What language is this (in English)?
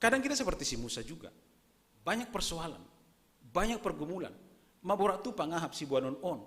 Batak Simalungun